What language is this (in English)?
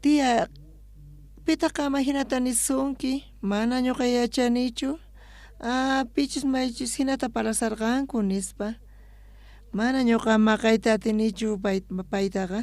South Bolivian Quechua